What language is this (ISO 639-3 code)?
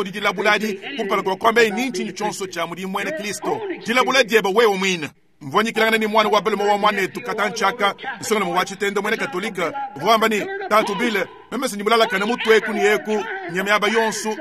lua